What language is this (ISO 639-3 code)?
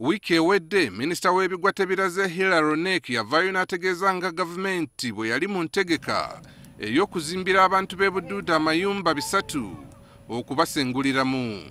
lug